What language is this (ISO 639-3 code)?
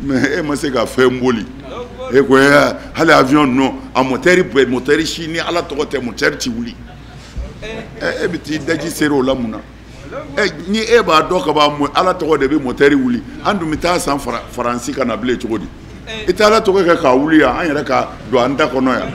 bam